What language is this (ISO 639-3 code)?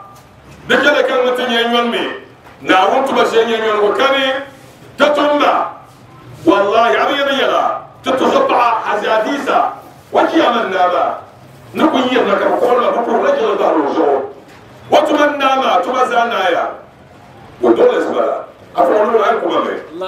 dag